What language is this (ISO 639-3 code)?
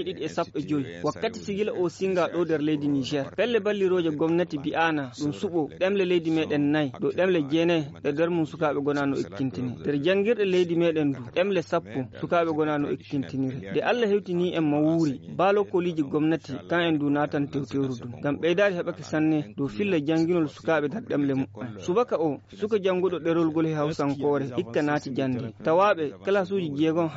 ful